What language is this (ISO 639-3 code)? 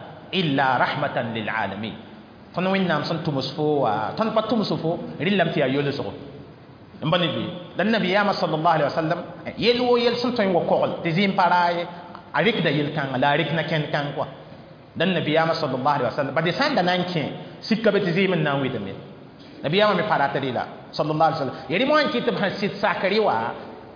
mos